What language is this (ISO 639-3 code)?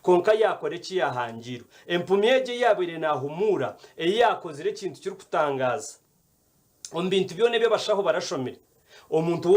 nyn